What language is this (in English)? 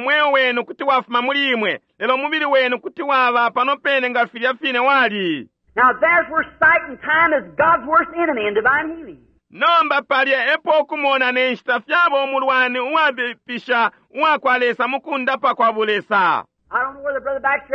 Bemba